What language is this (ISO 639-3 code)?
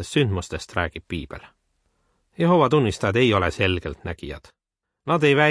est